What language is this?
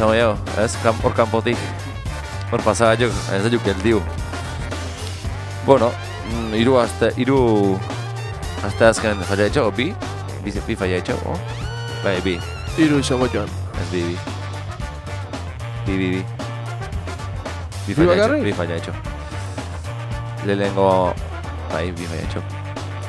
Basque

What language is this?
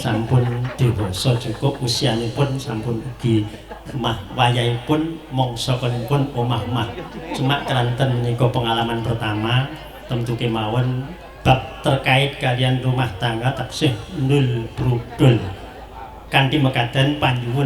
Javanese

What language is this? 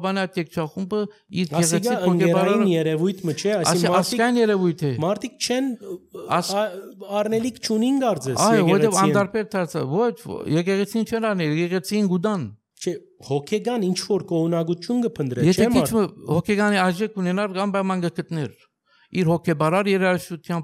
Armenian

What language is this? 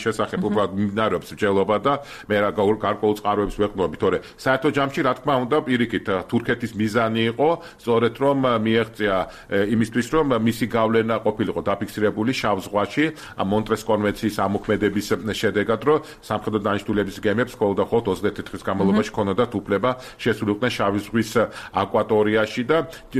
Georgian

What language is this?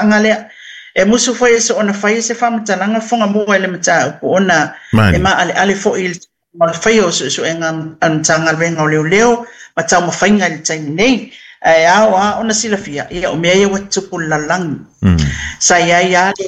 Samoan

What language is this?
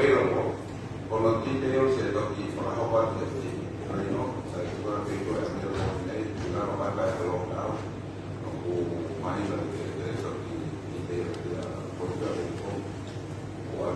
Tongan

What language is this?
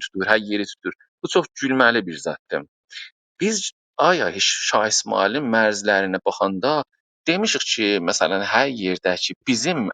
South Azerbaijani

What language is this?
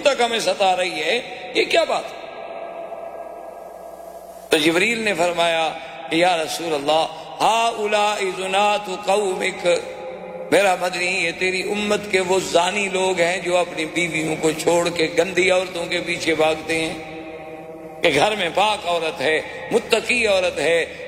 Urdu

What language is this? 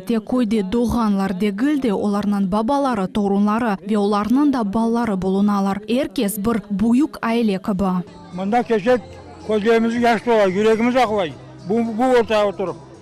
Crimean Tatar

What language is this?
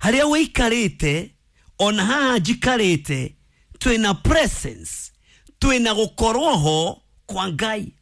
Kikuyu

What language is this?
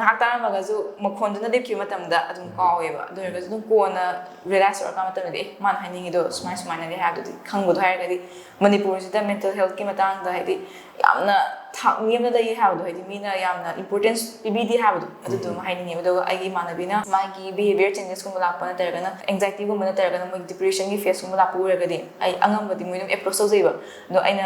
Manipuri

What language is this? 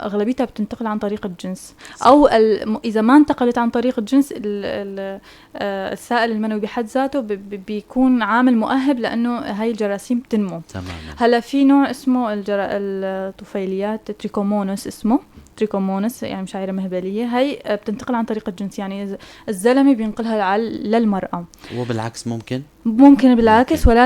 North Levantine Arabic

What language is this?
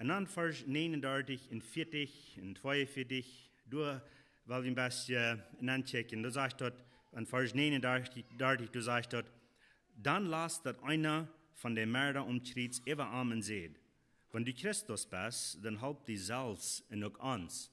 Plautdietsch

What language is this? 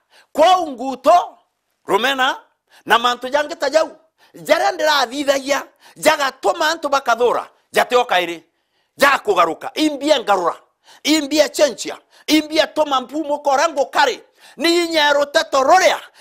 Meru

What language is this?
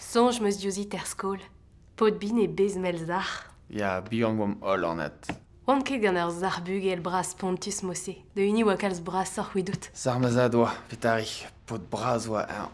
Breton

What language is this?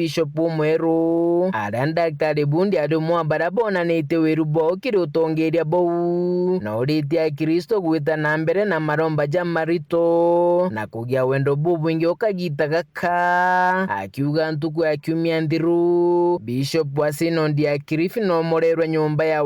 Meru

